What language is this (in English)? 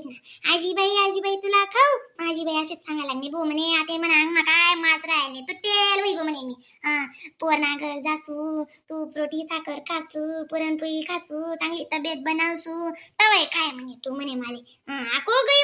Khandesi